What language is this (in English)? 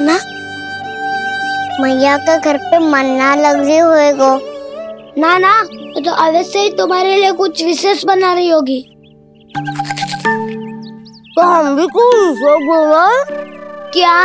Hindi